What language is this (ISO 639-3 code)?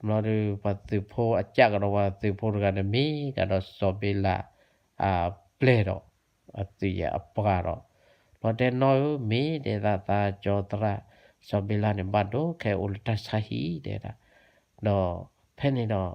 ksw